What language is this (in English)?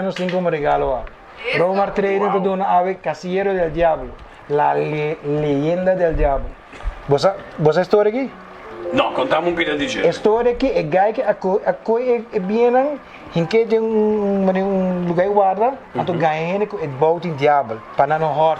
Papiamento